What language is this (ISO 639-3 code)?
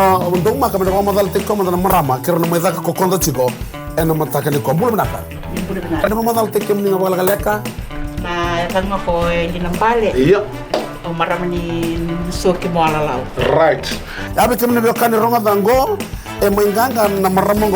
fij